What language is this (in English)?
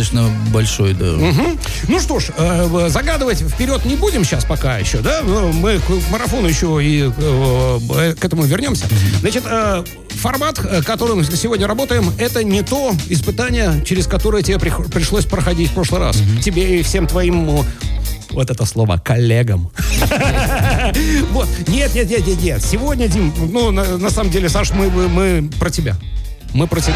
Russian